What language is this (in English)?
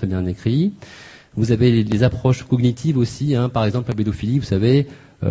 French